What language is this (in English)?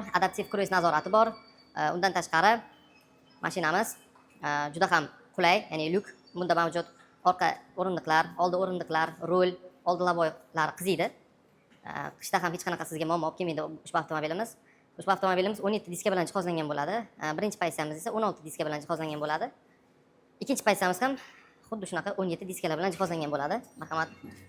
Uzbek